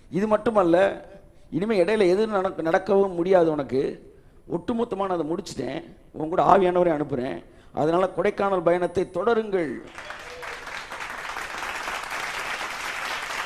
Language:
Tamil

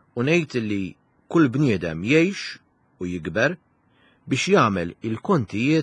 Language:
Maltese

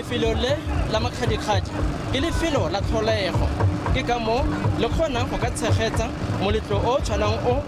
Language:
Tswana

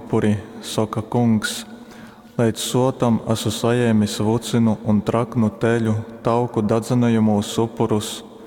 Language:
Latgalian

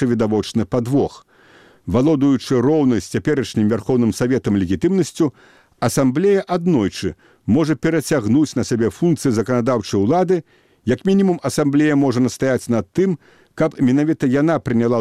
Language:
Belarusian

